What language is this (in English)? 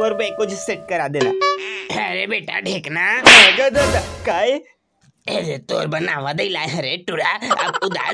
Chhattisgarhi